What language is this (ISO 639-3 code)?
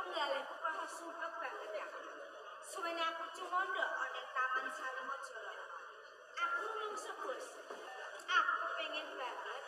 jav